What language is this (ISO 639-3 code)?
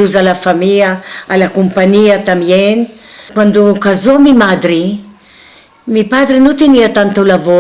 lad